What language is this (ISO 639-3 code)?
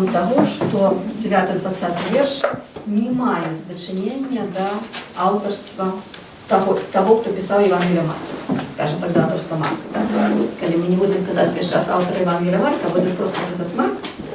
bel